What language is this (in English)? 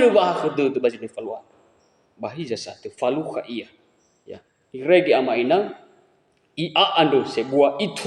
Nias